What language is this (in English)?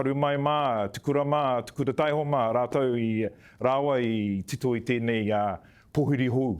Māori